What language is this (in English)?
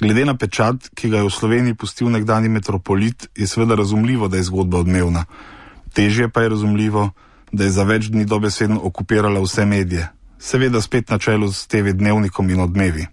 Slovenian